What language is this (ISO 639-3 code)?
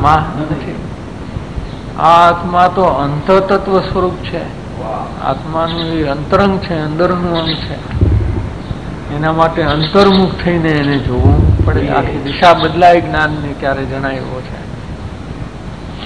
guj